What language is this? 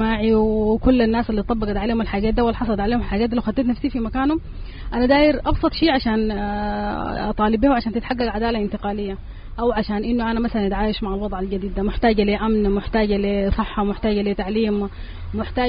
Sudanese Arabic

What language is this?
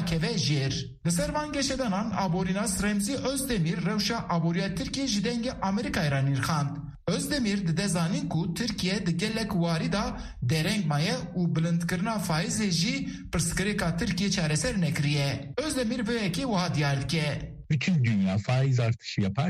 Kurdish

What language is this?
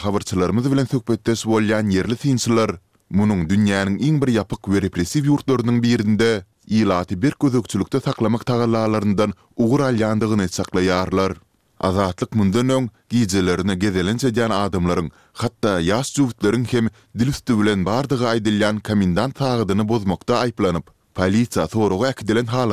Turkmen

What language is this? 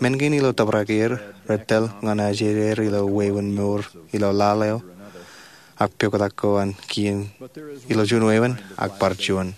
Marshallese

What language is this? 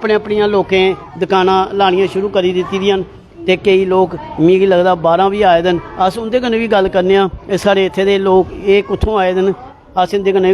Dogri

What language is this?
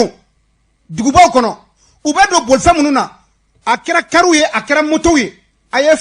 Bambara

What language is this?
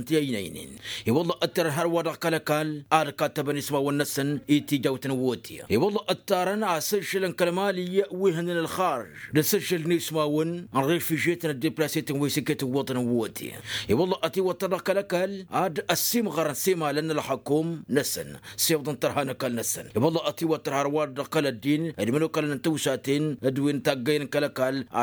Tamasheq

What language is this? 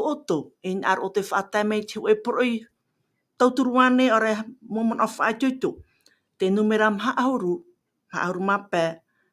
Tahitian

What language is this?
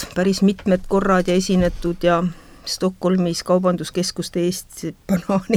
Estonian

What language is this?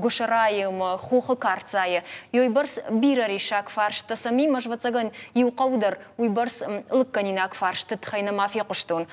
Ossetic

